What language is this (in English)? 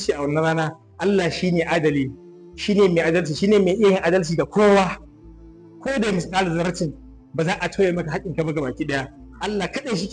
Hausa